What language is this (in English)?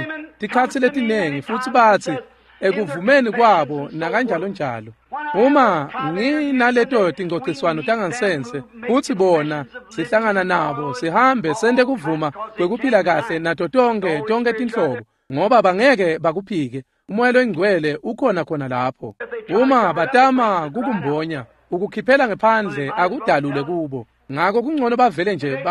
Swati